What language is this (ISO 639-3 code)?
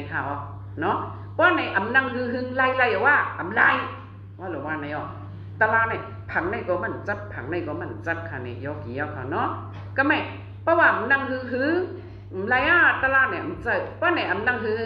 shn